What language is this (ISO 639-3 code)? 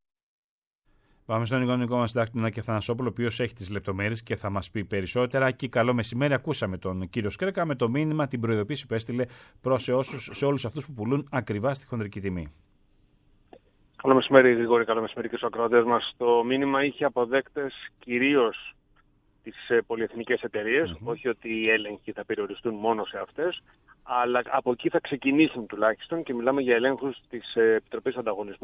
ell